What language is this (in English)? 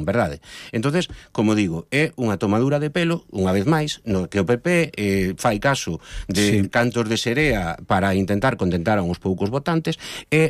Galician